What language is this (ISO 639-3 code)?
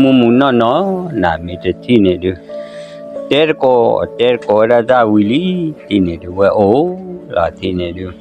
ksw